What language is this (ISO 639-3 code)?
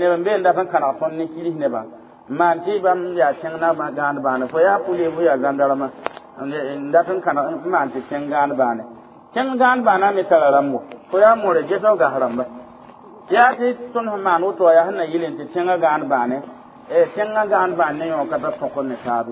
mos